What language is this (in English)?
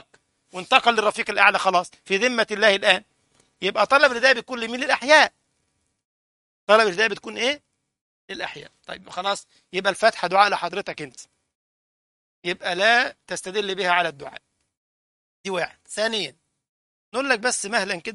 Egyptian Arabic